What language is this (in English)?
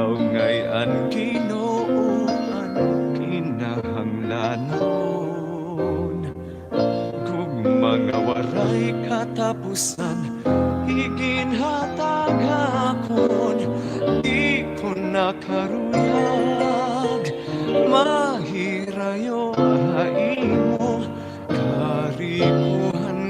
Waray